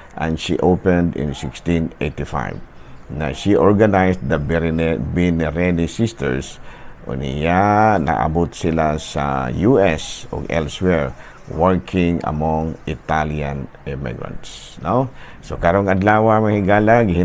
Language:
Cebuano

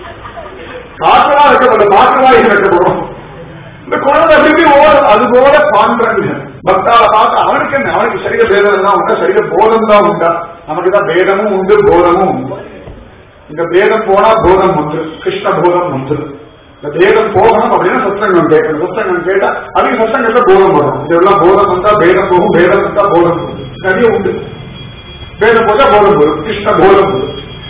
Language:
Tamil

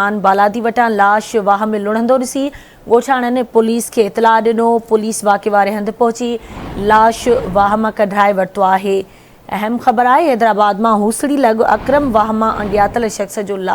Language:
Sindhi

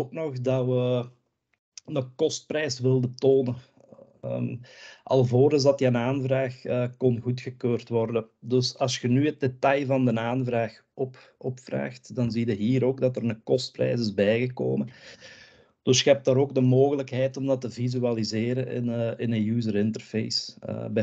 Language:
Dutch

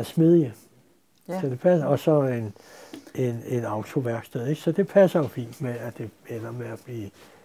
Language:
Danish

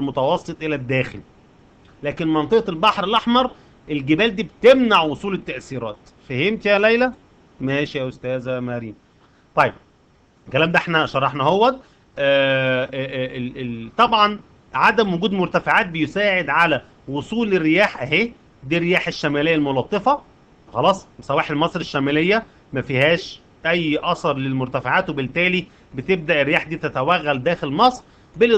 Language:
Egyptian Arabic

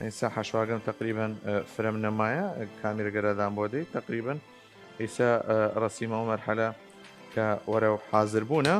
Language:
Southern Kurdish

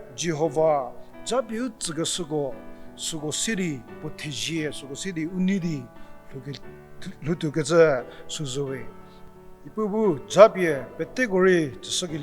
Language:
Angami Naga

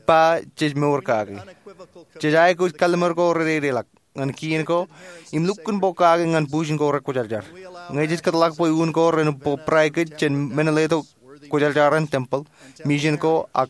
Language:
Marshallese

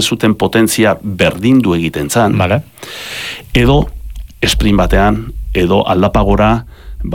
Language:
Basque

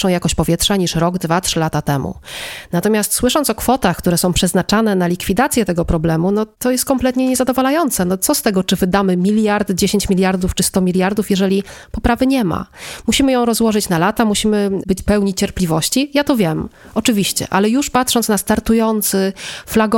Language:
Polish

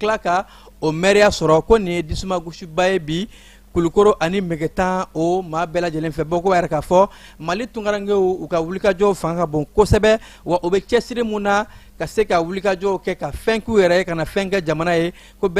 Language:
Bambara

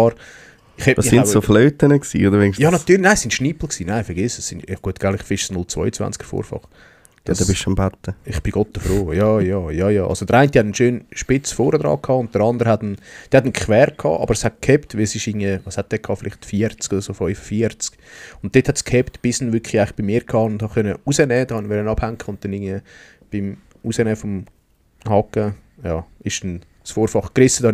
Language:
Swiss German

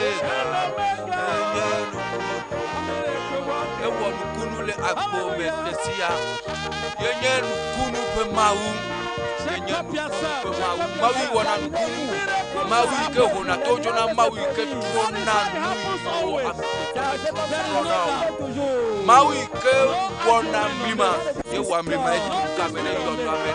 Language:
Ewe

